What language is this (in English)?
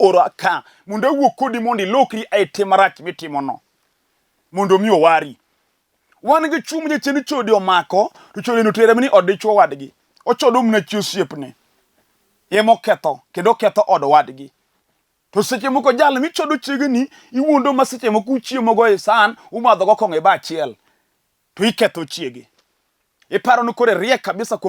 Luo (Kenya and Tanzania)